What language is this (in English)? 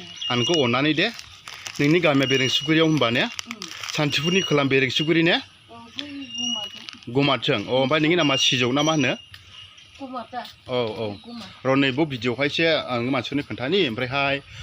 Bodo